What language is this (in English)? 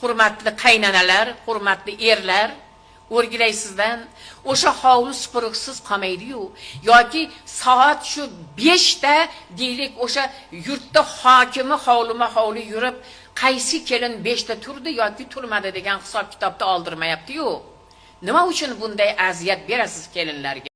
Uzbek